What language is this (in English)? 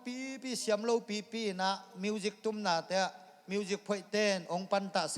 Tedim Chin